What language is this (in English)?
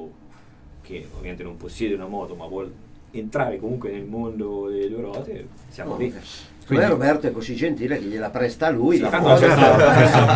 Italian